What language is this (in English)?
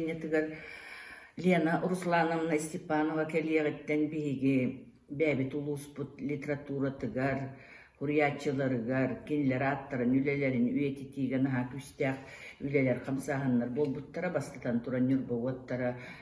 Yakut